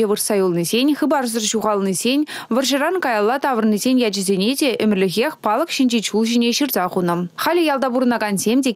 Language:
Chuvash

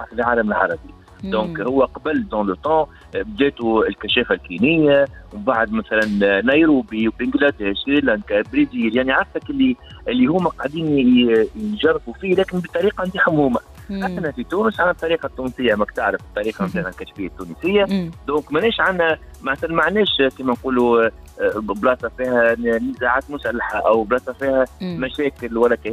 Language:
Tunisian Arabic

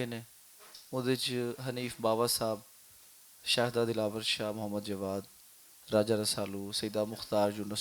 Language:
Western Panjabi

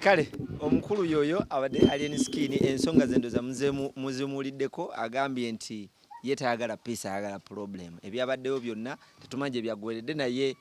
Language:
Ganda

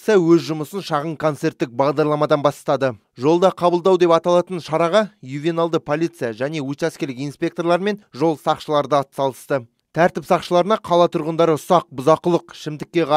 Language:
Kazakh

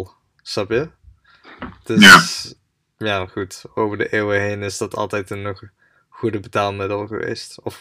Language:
Dutch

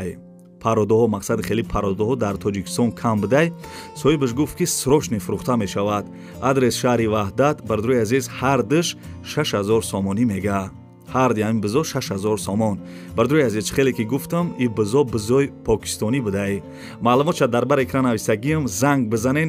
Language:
Tajik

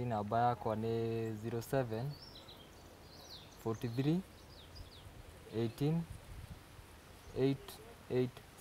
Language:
Kikuyu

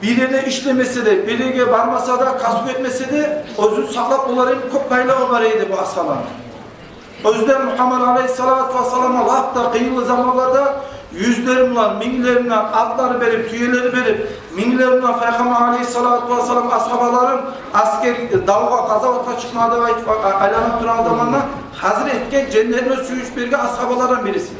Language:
Kumyk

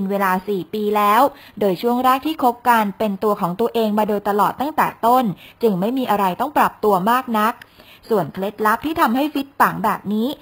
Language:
Thai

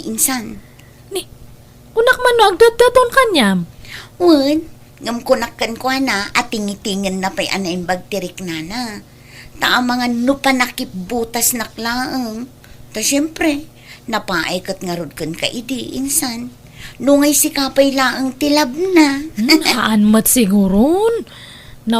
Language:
Iloko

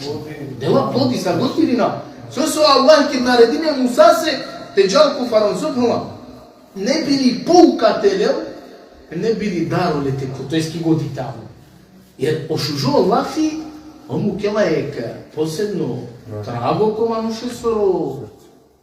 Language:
Balkan Romani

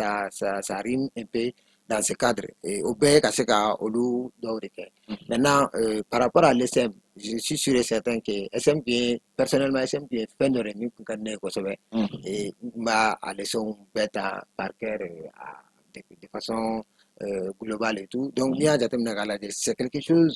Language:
Bambara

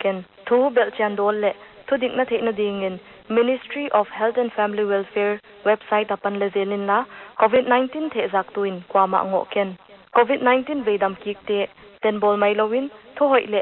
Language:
Paite Chin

